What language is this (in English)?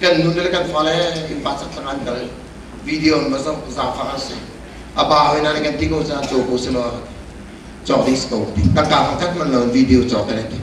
Hakha Chin